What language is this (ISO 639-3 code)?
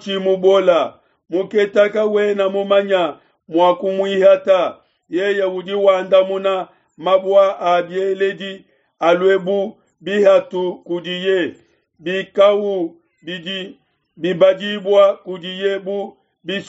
lua